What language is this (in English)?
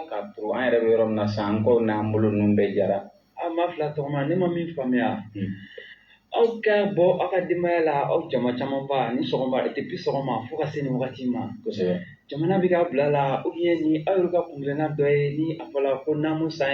Bambara